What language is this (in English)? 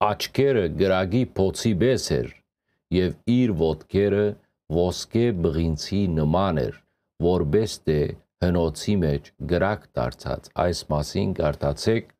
Western Armenian